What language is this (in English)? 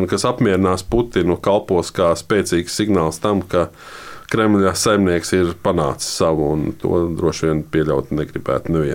Latvian